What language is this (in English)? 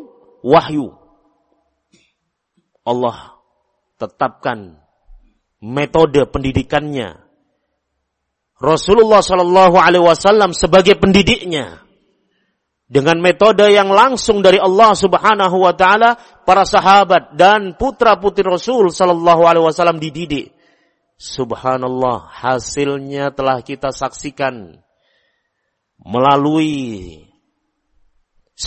Indonesian